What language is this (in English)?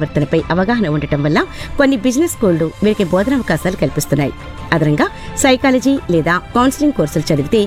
Telugu